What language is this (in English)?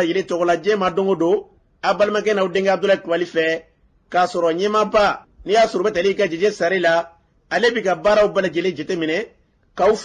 Bambara